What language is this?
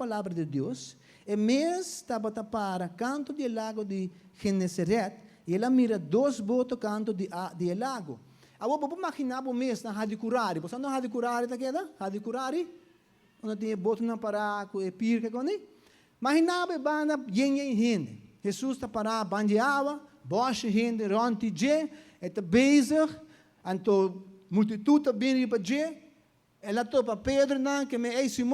Papiamento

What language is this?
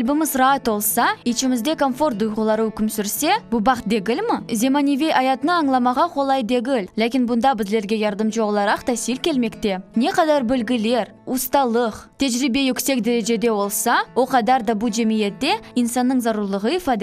Crimean Tatar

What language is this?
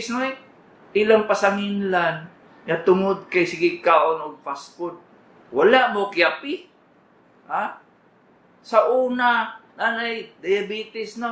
Cebuano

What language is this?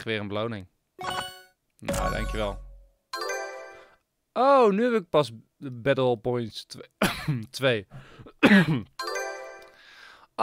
Dutch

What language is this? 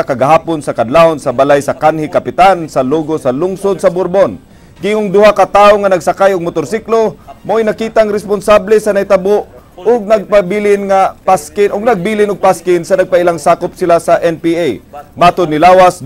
Cebuano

